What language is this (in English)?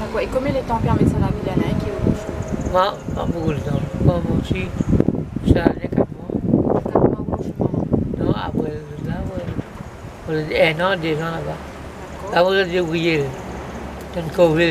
Morisyen